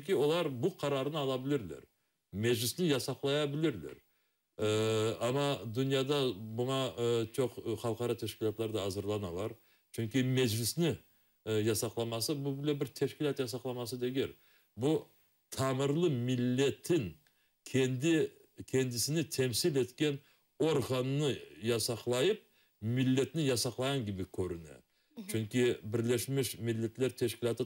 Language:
Crimean Tatar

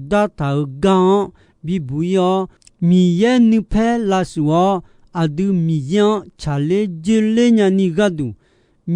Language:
Akha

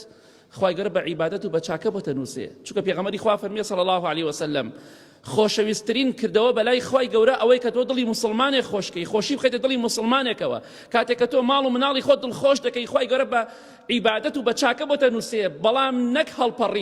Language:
Central Kurdish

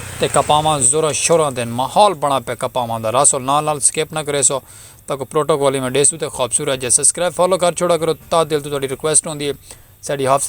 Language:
Saraiki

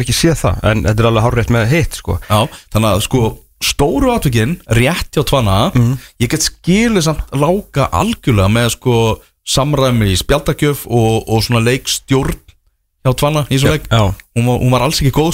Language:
Icelandic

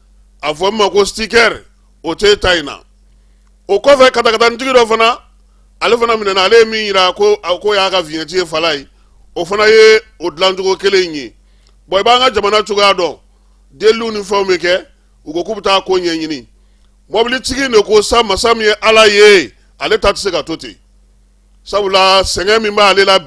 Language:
Bambara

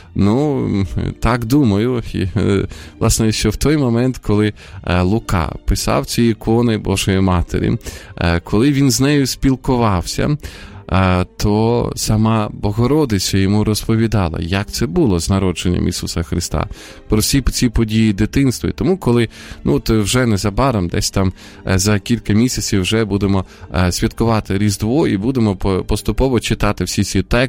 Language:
Ukrainian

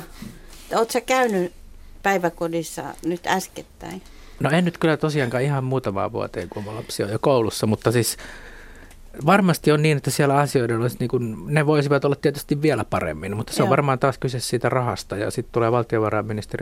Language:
Finnish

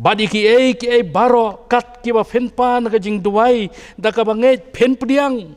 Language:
Khasi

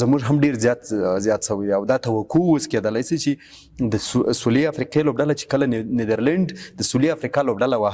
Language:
Pashto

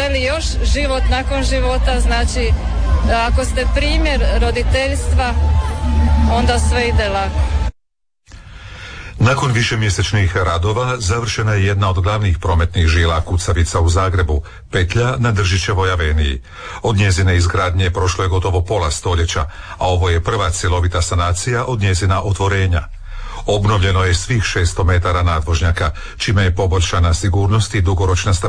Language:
Croatian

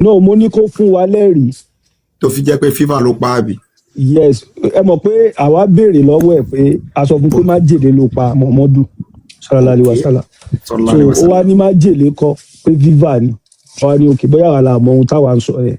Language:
Yoruba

